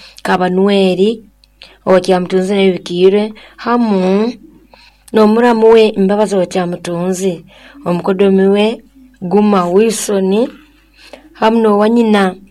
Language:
Nyoro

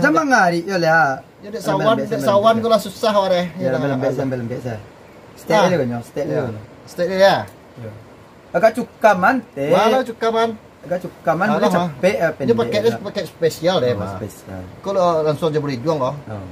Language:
Minangkabau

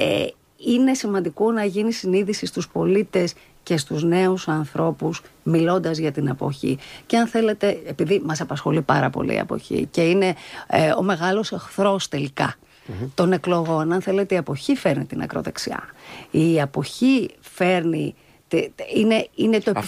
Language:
Greek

